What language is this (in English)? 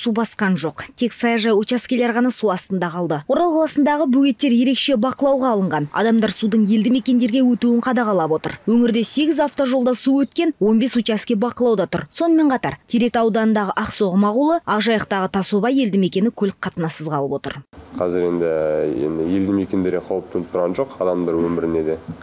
Kazakh